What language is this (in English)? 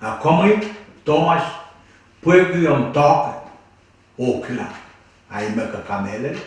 Pohnpeian